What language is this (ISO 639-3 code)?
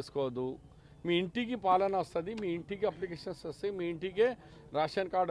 tel